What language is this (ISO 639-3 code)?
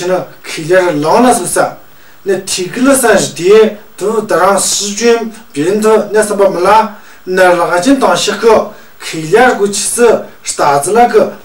mjg